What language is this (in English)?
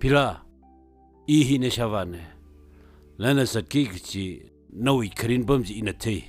Tangkhul Naga (India)